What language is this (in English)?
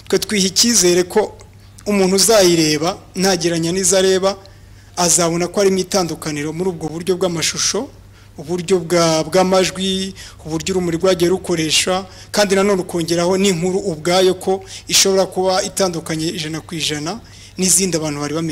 Kinyarwanda